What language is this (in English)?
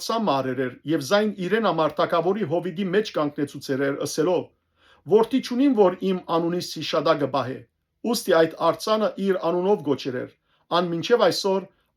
Western Armenian